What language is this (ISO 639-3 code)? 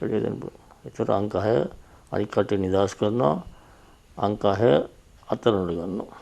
sin